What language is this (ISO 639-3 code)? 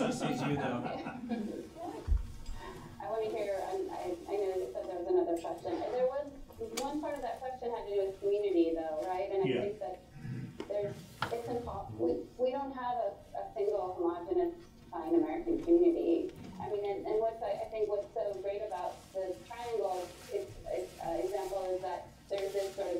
eng